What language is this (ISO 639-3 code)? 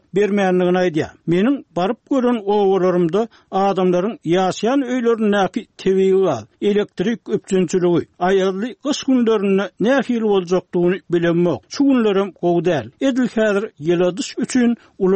tuk